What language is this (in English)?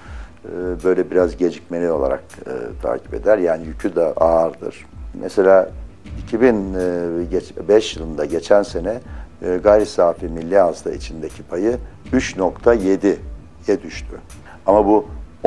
Turkish